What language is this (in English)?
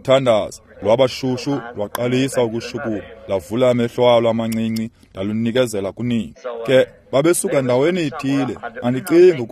Xhosa